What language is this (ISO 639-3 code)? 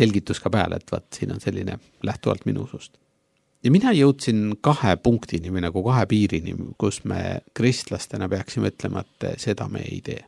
est